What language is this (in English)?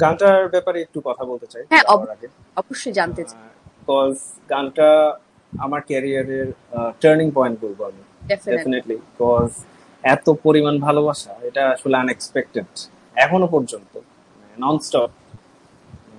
Bangla